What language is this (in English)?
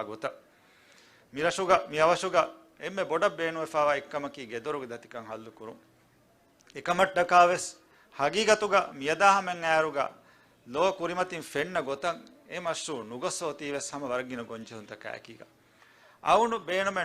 Divehi